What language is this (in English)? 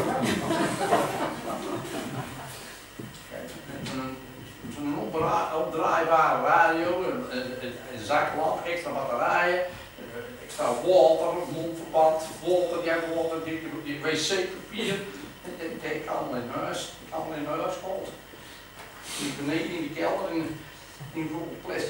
Dutch